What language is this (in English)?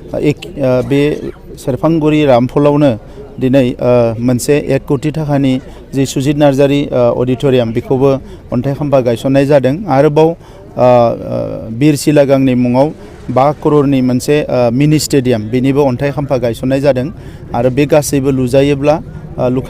Bodo